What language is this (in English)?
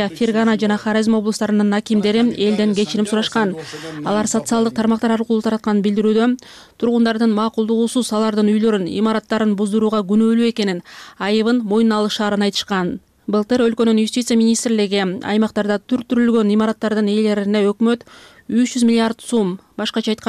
Kyrgyz